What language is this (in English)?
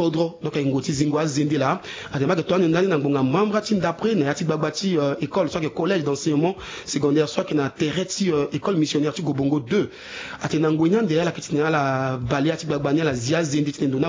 Sango